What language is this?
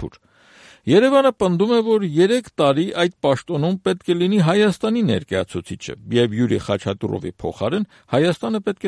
Armenian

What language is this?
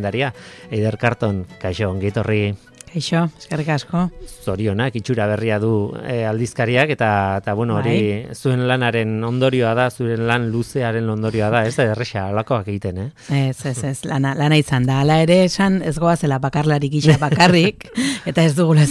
Basque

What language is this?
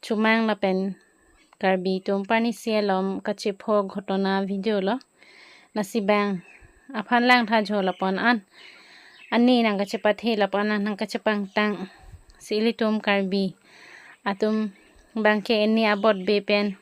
Karbi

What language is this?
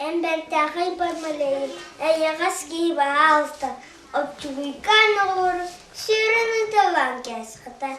Yakut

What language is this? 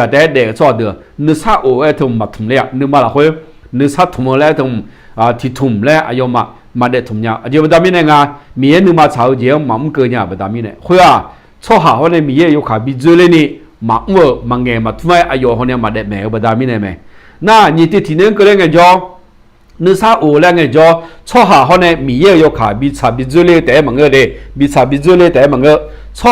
Akha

